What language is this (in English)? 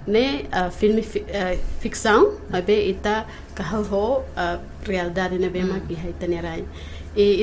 Tetum